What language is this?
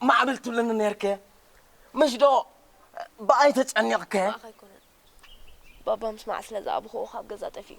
Tigrinya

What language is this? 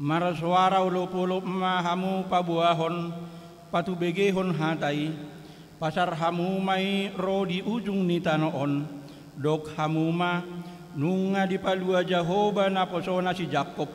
Batak Toba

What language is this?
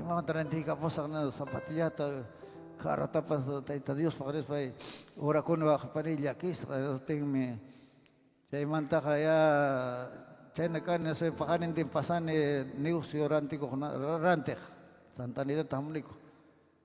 Ayacucho Quechua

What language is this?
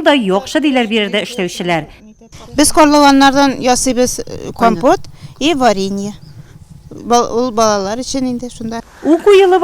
Tatar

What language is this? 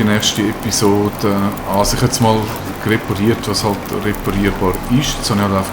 Swiss German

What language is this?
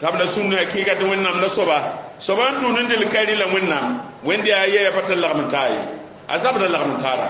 Mossi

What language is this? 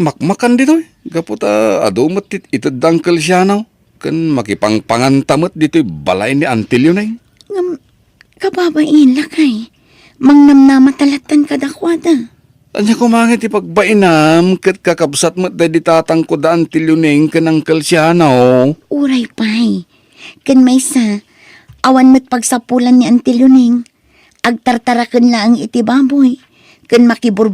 Iloko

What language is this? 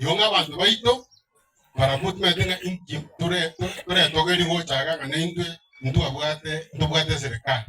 Gusii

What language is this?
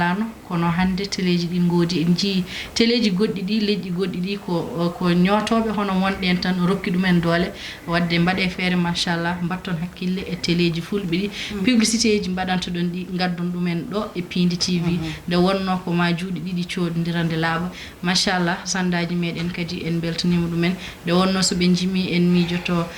Fula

